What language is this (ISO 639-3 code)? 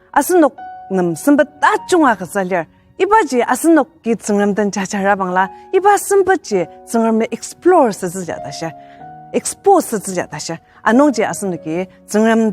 njo